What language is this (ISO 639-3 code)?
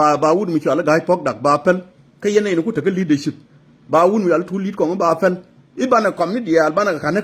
nus